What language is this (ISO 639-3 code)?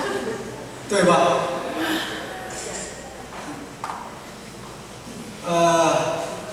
zho